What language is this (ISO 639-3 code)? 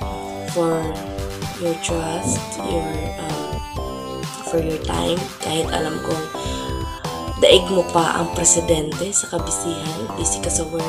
fil